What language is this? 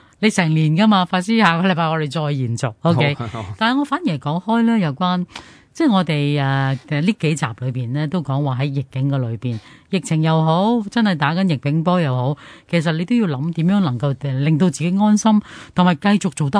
Cantonese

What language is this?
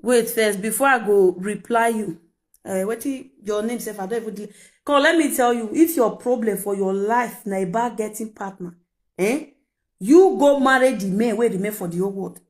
Nigerian Pidgin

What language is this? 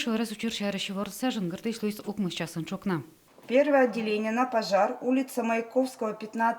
Udmurt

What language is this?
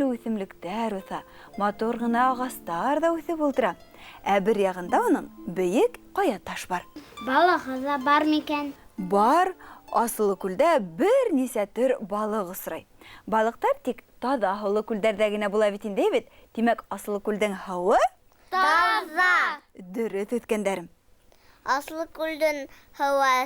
Bashkir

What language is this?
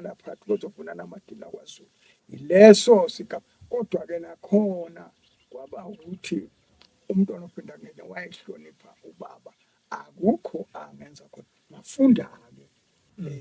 Zulu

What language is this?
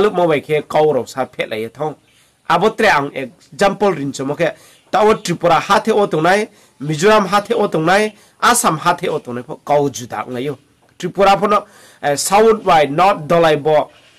Riang (India)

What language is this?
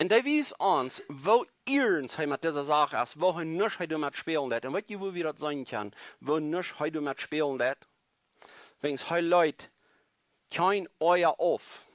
Plautdietsch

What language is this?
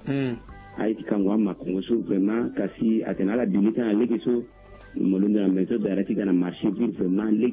Sango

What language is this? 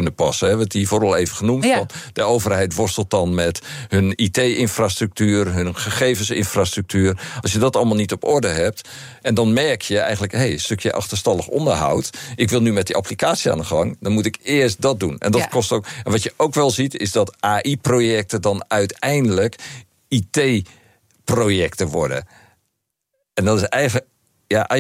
Dutch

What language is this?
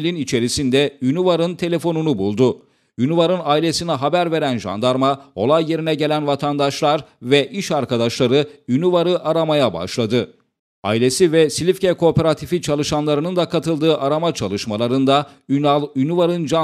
Turkish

